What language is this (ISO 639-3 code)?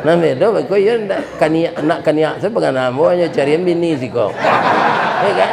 min